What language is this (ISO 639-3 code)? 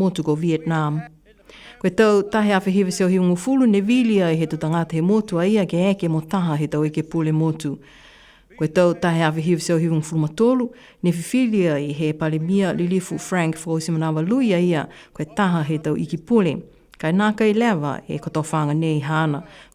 niu